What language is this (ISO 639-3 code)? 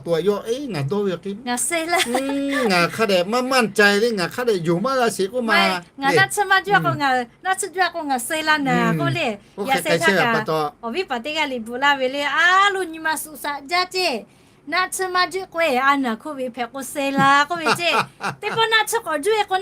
lhu